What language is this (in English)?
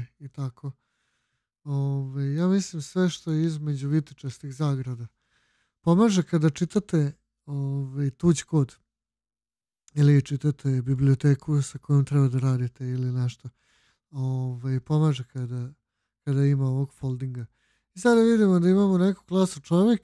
Serbian